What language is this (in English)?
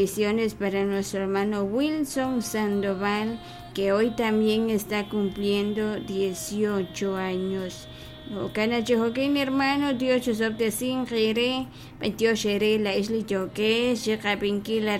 Kekchí